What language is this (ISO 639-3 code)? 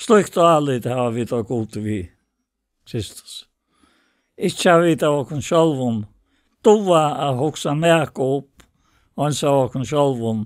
fao